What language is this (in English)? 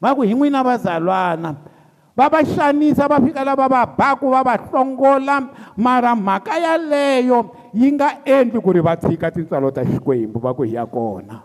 Tsonga